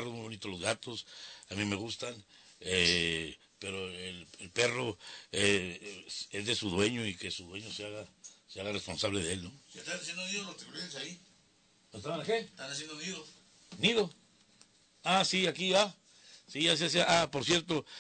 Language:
Spanish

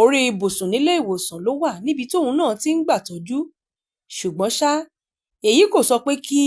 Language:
Yoruba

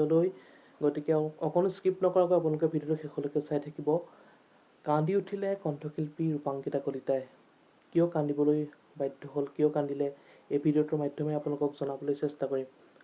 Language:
Assamese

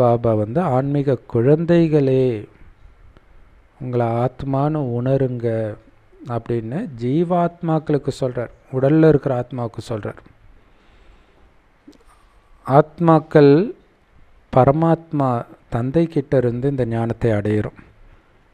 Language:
Tamil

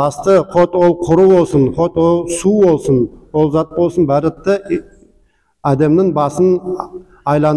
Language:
Nogai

